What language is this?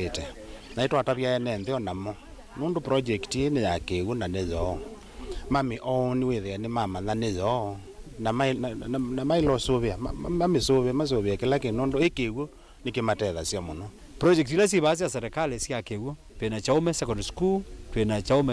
Kamba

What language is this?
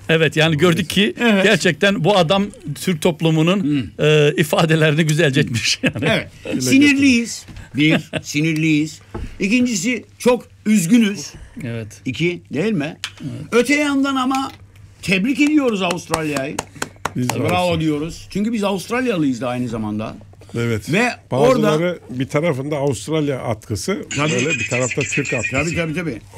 Turkish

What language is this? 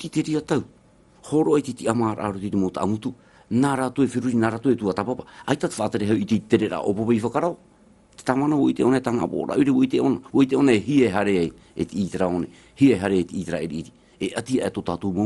Tahitian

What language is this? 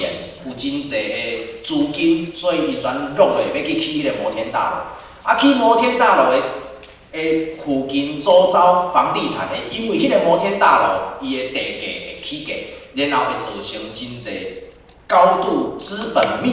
Min Nan Chinese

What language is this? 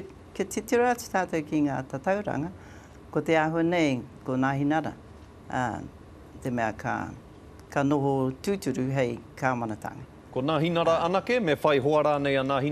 Māori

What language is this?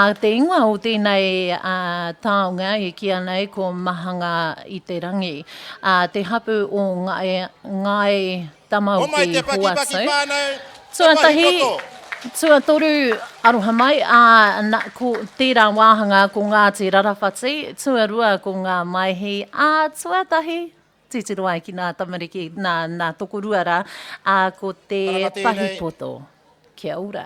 Māori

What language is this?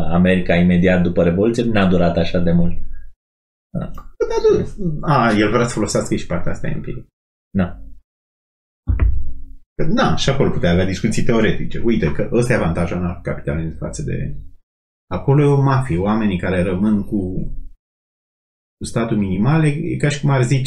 Romanian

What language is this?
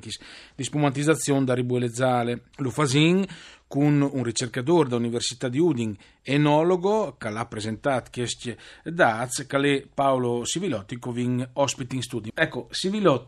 Friulian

